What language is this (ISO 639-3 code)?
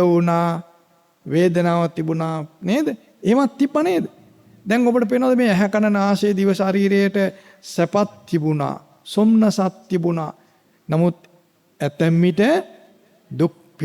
sin